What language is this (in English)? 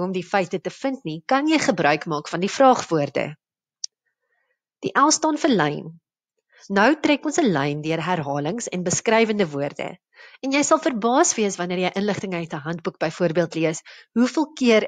Afrikaans